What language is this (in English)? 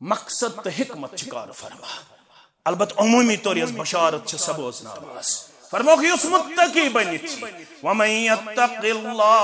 Kashmiri